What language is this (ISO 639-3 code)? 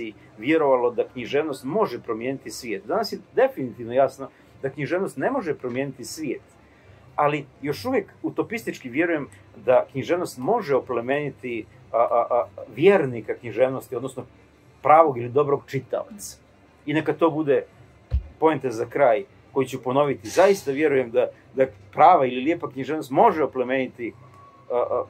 srp